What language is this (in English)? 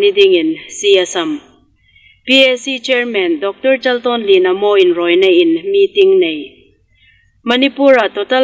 Hmar